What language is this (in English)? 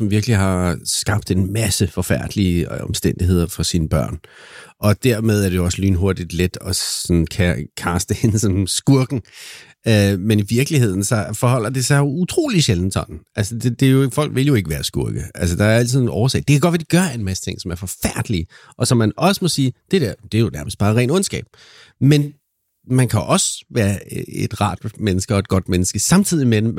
Danish